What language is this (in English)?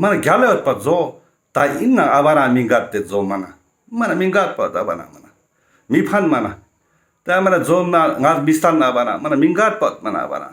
Ladakhi